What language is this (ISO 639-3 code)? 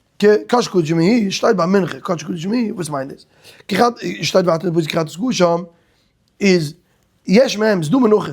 yid